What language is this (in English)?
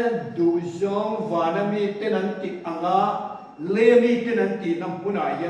Mizo